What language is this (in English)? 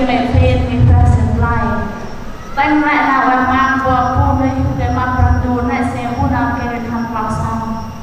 Central Mnong